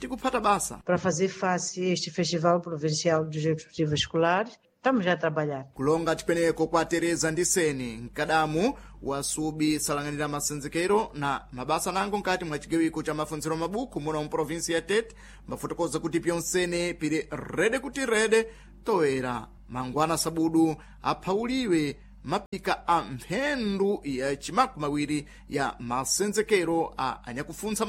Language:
Sena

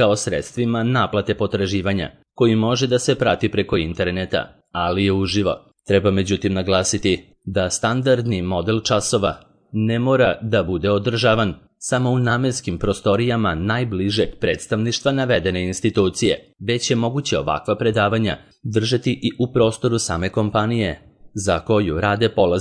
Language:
Serbian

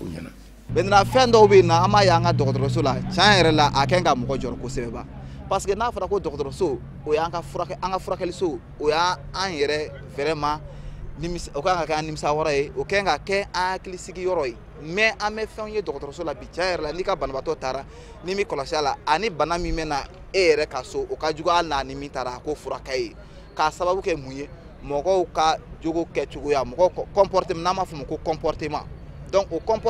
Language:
Bambara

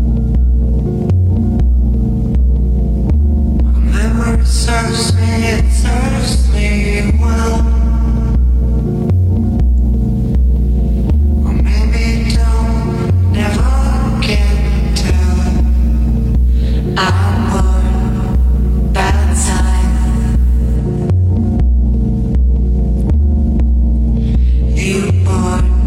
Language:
English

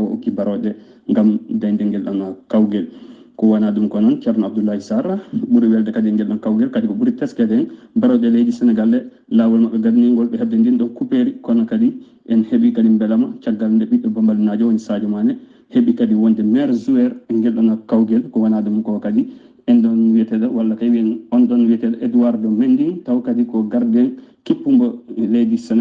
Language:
Fula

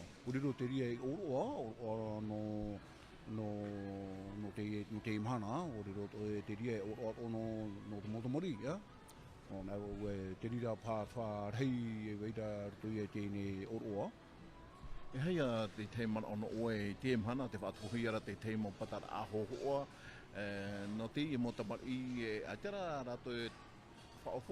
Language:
Tahitian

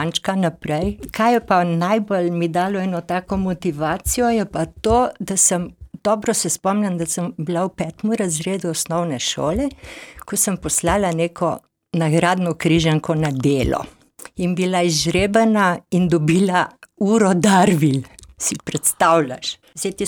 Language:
Slovenian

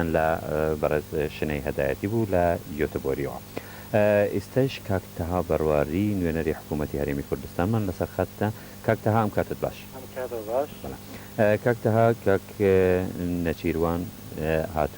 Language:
Central Kurdish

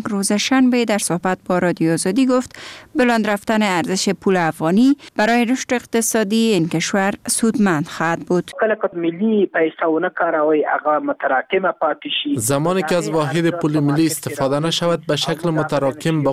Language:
Persian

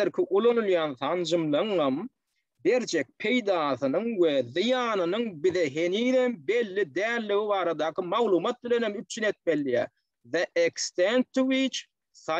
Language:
Turkmen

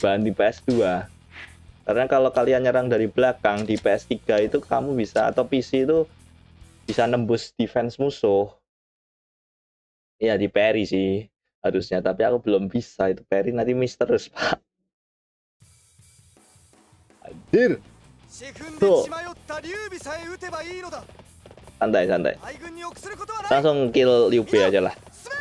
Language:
Indonesian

